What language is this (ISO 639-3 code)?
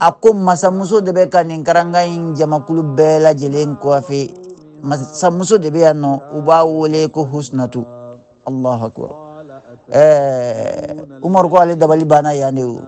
bam